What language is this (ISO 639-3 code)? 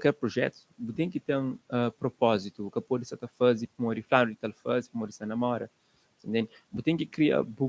kea